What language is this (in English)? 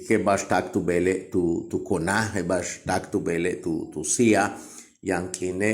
Yucateco